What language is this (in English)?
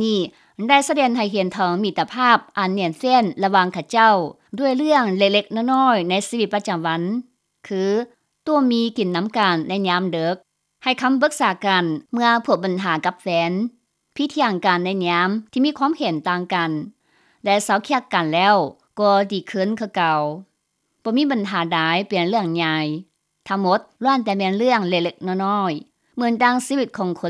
Lao